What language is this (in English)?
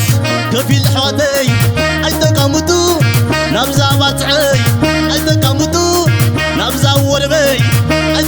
Tigrinya